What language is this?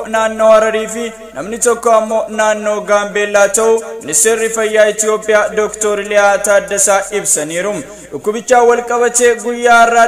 Oromo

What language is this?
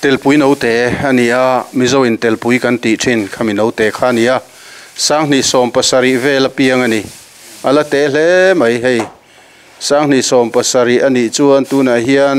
Mizo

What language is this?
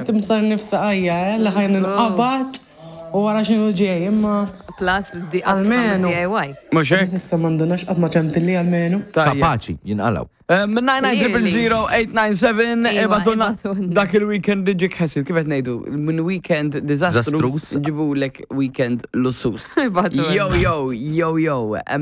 Maltese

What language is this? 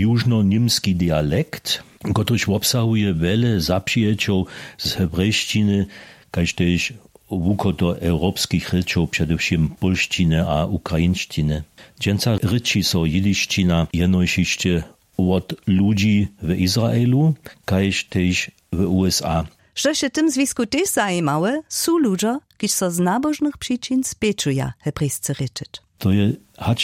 Upper Sorbian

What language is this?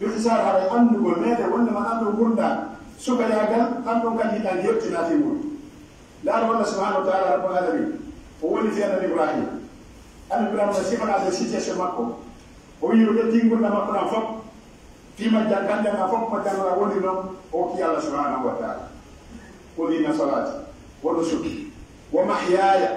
Pular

